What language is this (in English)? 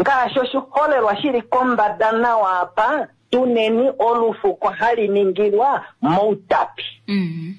Kuanyama